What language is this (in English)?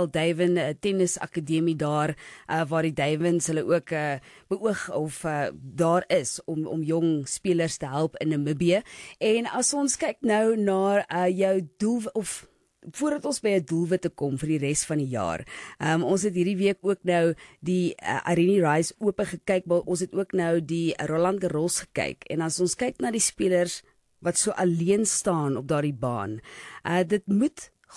Afrikaans